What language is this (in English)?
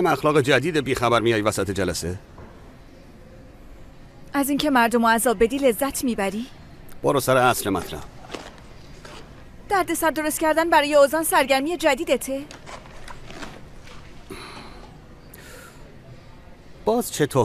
Persian